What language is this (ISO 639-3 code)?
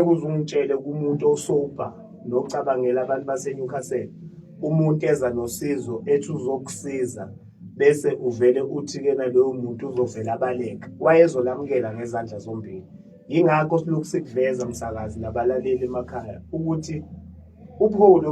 zul